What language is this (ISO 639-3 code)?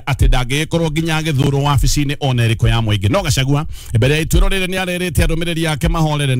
kik